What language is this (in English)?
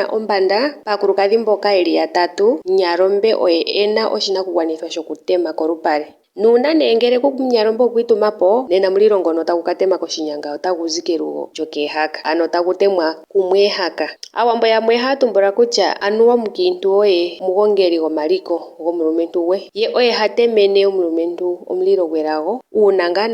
Ndonga